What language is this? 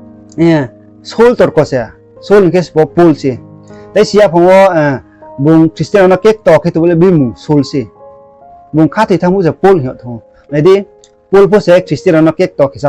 Riang (India)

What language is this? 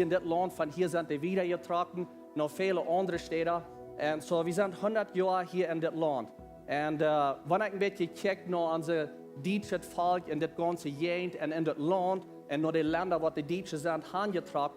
Plautdietsch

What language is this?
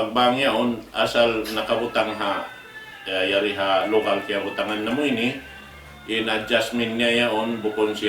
Tausug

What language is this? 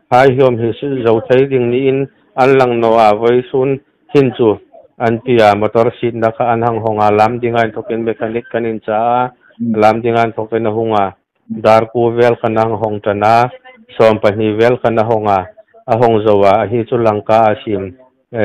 Hmar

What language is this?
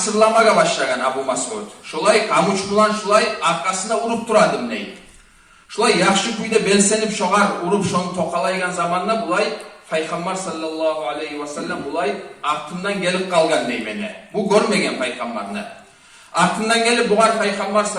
Kumyk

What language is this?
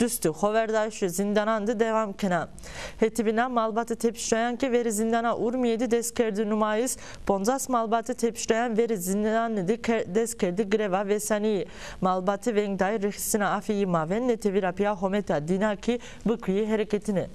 Zaza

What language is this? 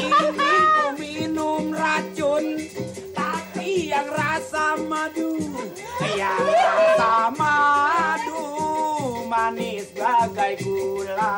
Betawi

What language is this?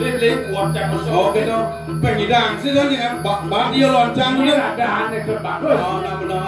Balinese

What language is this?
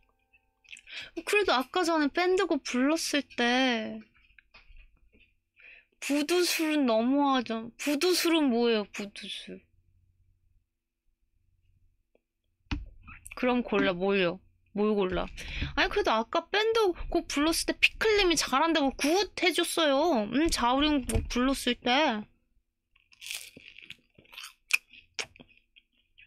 Korean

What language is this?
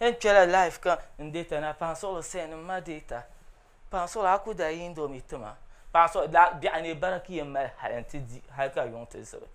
Dagbani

